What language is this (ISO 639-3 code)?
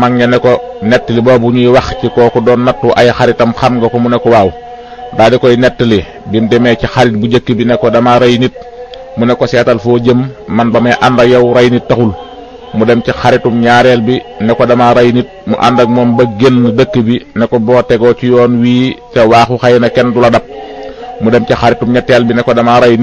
wol